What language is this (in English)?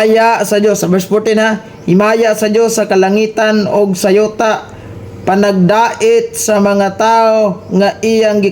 Cebuano